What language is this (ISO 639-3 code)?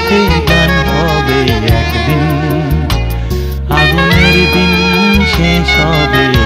ben